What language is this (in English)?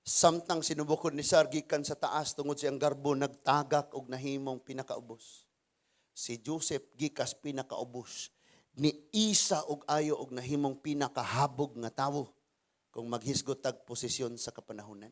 Cebuano